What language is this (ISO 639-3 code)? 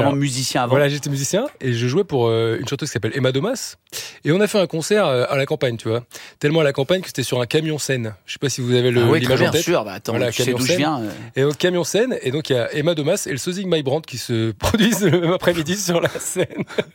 fra